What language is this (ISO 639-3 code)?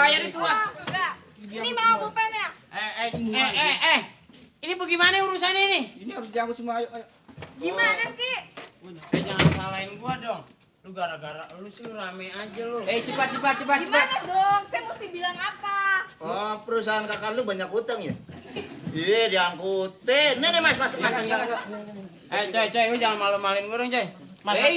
bew